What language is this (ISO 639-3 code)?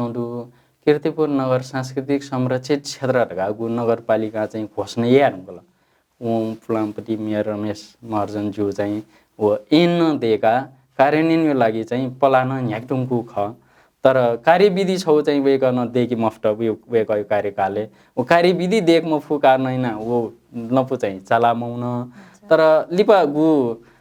new